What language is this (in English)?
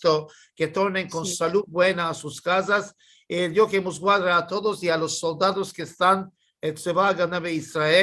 Ladino